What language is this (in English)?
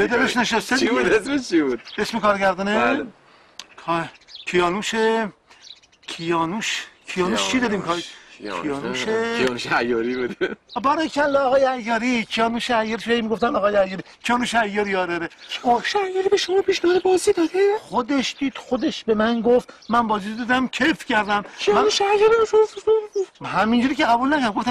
Persian